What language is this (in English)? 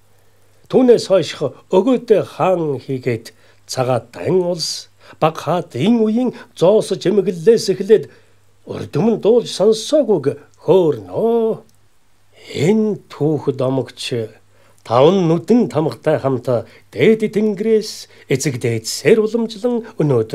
Mongolian